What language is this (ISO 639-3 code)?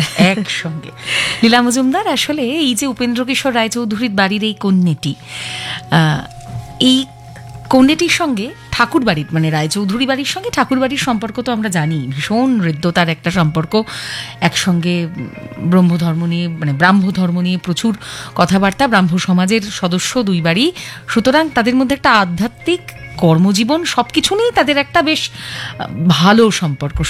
ben